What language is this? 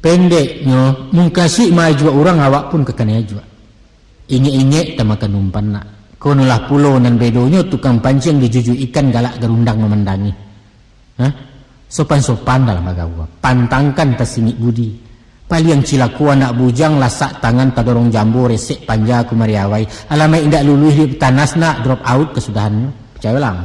Minangkabau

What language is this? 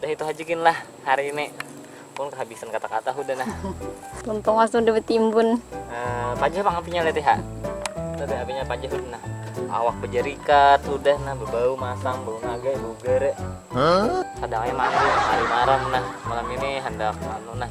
Banjar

